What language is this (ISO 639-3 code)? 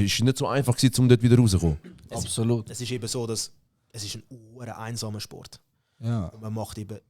gsw